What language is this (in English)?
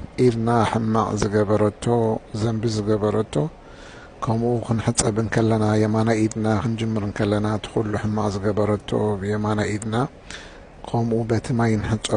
Tigrinya